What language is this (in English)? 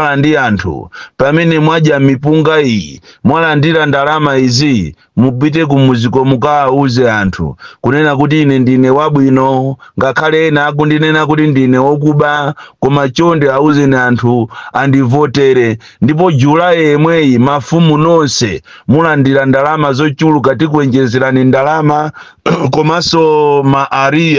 Nyanja